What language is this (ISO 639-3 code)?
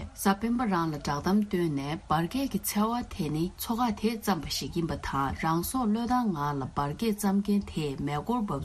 bod